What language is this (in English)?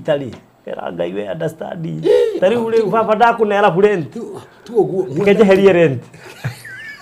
Kikuyu